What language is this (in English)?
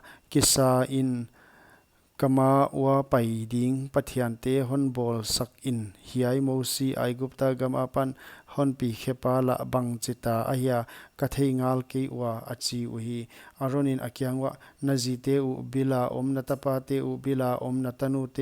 Paite Chin